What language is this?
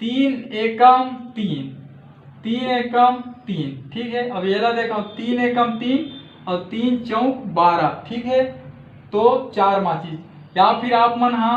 Chhattisgarhi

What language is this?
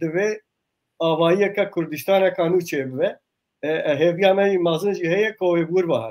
Kurdish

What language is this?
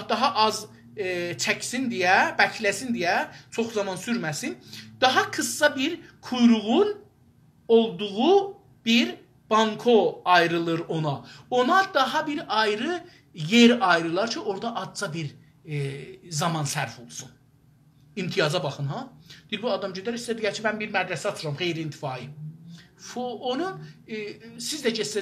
South Azerbaijani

